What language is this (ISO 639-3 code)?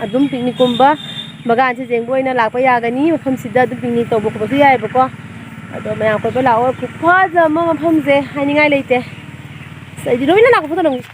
mni